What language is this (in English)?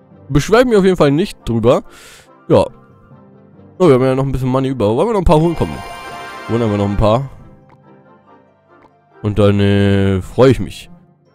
German